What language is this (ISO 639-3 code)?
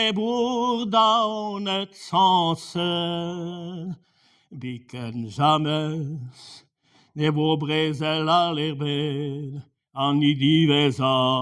bre